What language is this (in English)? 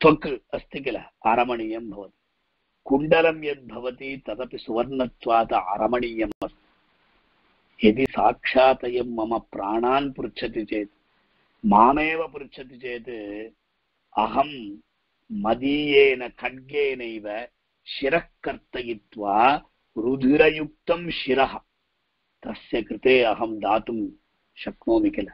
Sanskrit